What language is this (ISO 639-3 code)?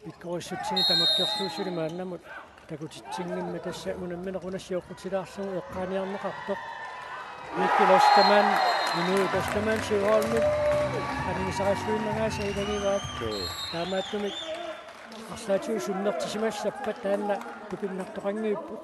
kal